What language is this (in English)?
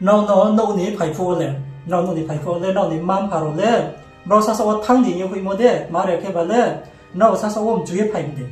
Riang (India)